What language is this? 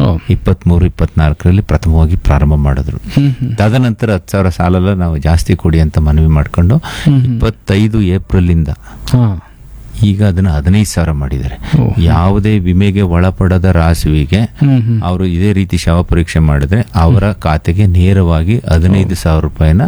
Kannada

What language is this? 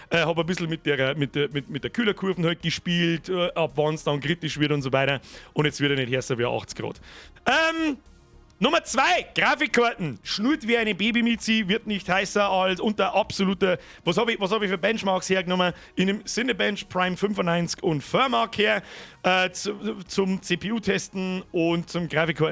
Bavarian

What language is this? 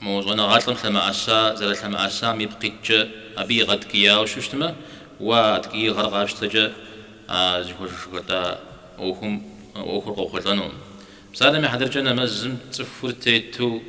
Kabardian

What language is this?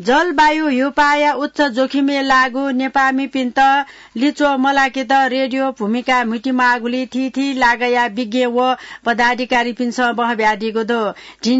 Newari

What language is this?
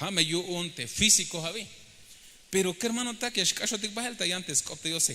Tzeltal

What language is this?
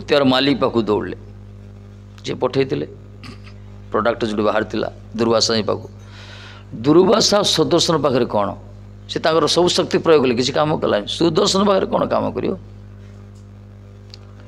Odia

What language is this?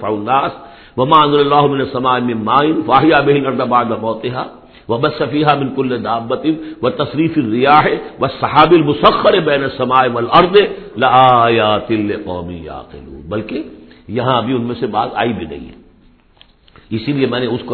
Urdu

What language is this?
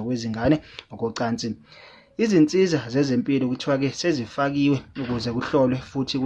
Zulu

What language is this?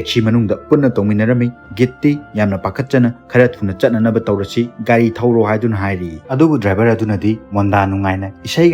Manipuri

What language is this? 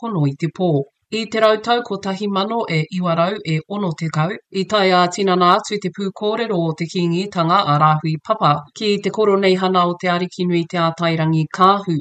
Māori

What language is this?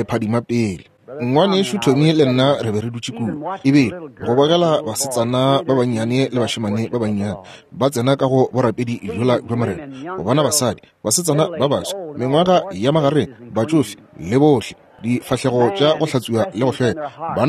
Northern Sotho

